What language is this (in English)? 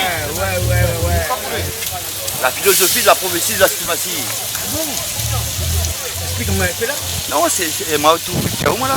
Réunion Creole French